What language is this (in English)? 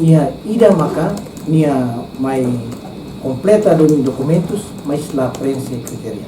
Tetum